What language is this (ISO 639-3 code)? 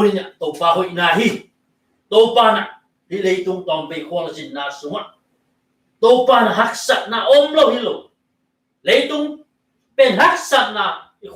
ctd